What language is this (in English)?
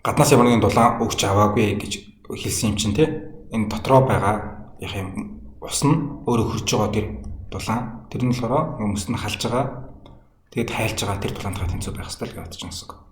Mongolian